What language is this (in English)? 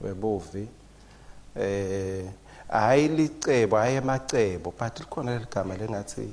Swati